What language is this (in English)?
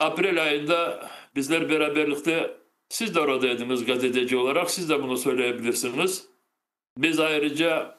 Crimean Tatar